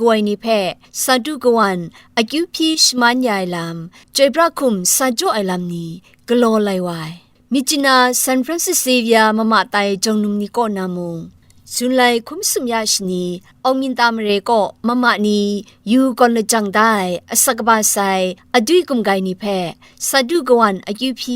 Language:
Kachin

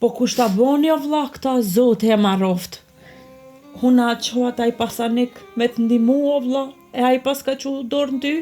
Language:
Albanian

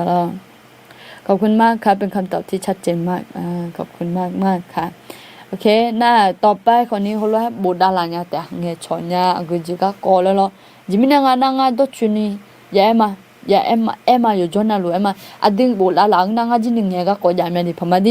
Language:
Akha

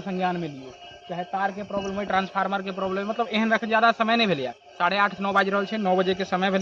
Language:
Maithili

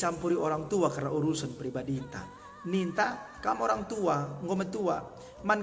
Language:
Batak Karo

